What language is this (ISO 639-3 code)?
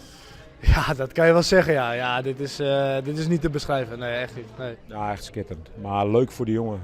fry